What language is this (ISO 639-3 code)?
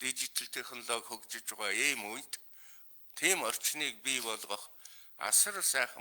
mon